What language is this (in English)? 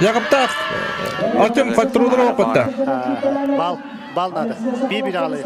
Yakut